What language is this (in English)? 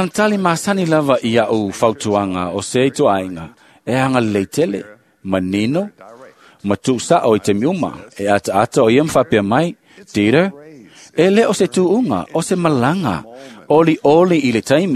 Samoan